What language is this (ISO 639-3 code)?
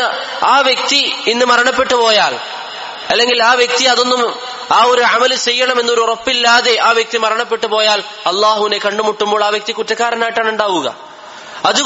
mal